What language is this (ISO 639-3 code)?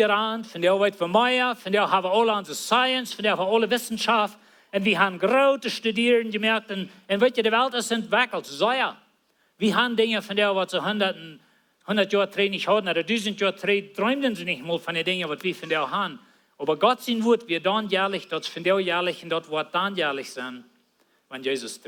pdt